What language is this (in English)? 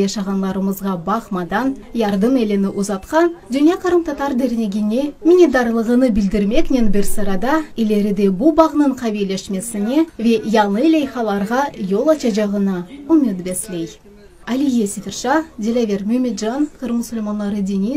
Crimean Tatar